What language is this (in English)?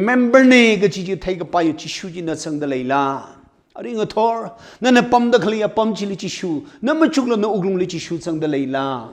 Tangkhul Naga (India)